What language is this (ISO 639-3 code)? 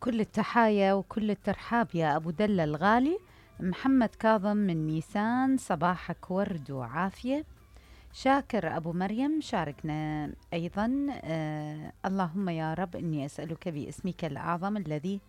acm